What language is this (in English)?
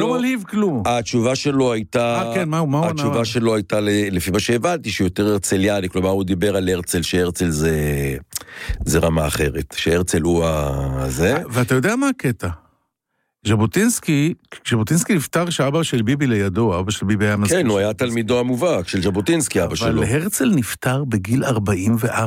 Hebrew